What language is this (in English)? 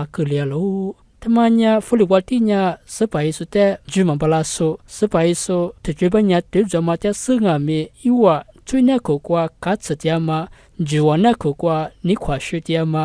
Lisu